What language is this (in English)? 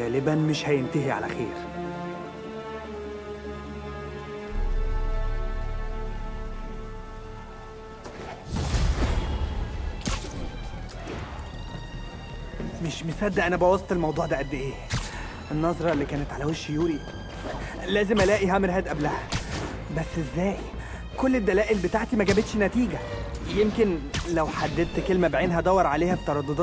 Egyptian Arabic